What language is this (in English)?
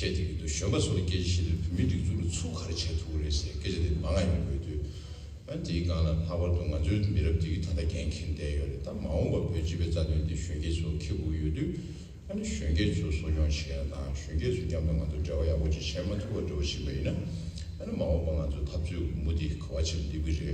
Tibetan